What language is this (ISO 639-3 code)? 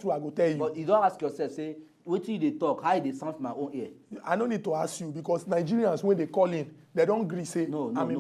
pcm